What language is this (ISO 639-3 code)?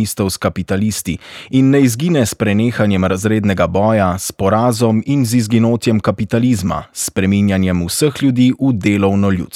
slv